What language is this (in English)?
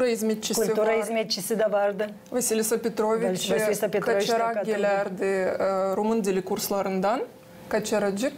Gagauz